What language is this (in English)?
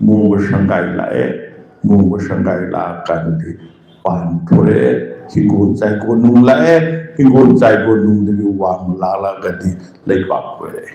Manipuri